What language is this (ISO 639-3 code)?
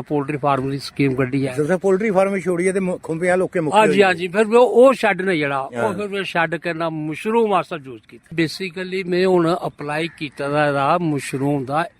doi